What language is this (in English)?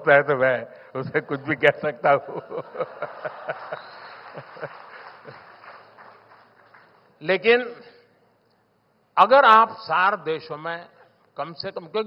Hindi